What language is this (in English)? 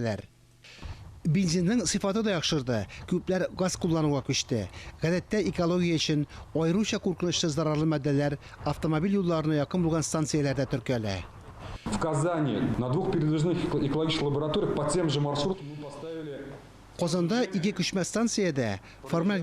Tatar